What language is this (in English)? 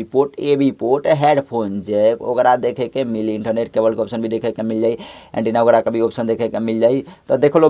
Bhojpuri